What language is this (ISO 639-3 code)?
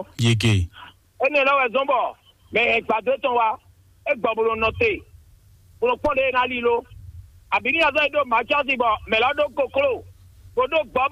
fon